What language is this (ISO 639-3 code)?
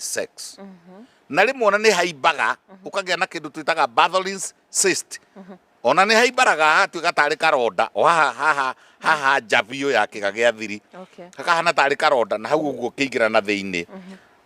kik